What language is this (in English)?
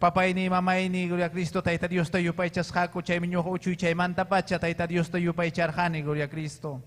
Ayacucho Quechua